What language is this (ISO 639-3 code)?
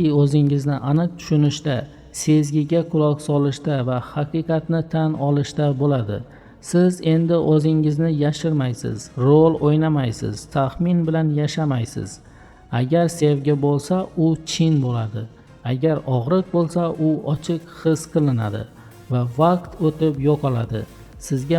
uzb